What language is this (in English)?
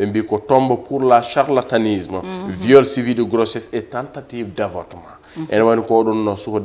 Fula